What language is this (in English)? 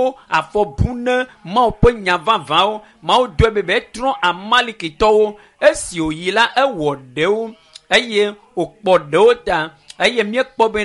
Ewe